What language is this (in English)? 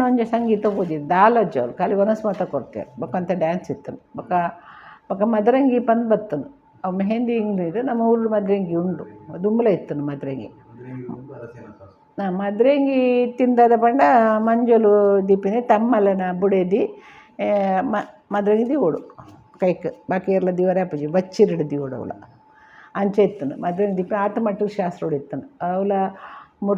Tulu